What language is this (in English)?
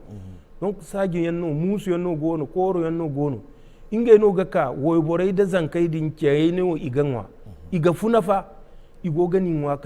Zarma